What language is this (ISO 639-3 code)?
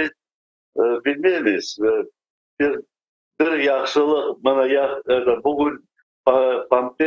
crh